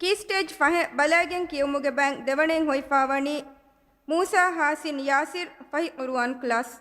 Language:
Divehi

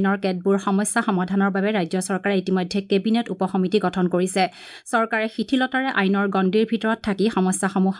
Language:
Assamese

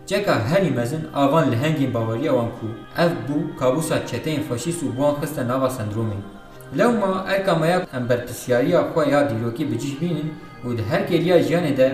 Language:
Kurdish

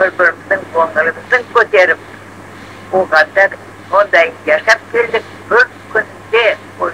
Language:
Crimean Tatar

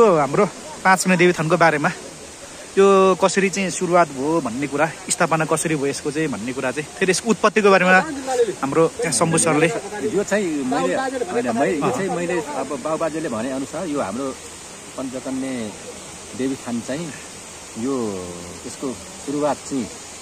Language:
Nepali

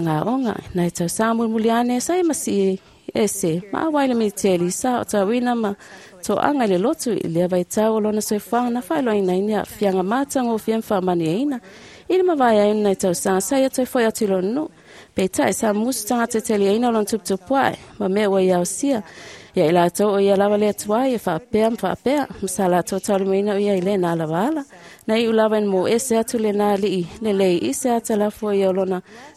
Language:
Samoan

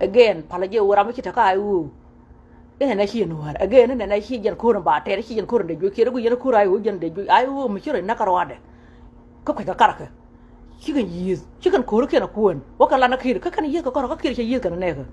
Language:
Nuer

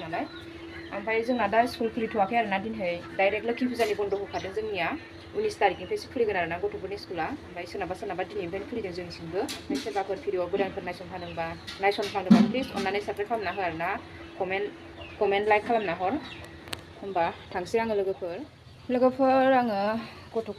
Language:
Bodo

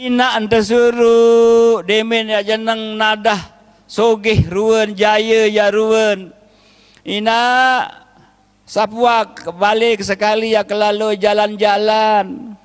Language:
Sasak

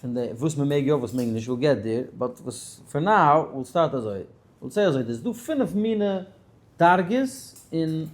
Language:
Yiddish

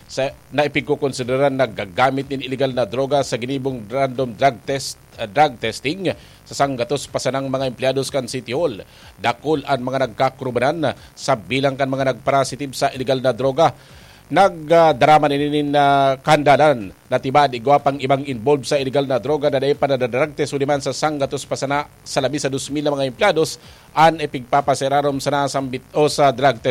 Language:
Bikol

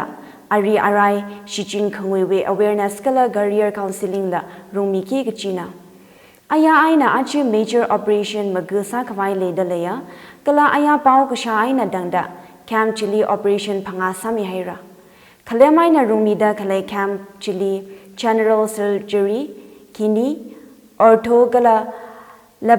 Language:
Tangkhul Naga (India)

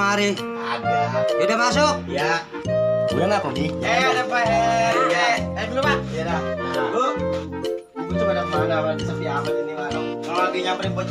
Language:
Betawi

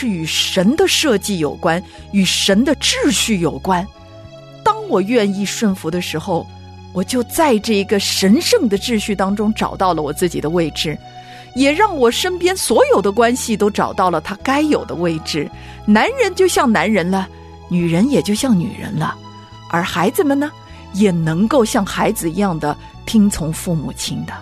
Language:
Chinese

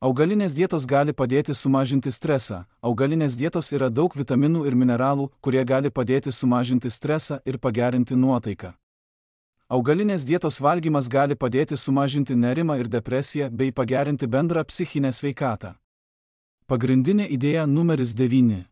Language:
Lithuanian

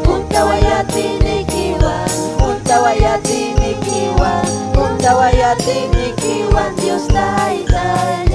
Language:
Ayacucho Quechua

